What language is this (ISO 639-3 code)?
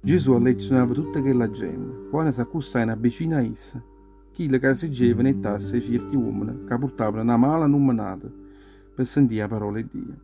nap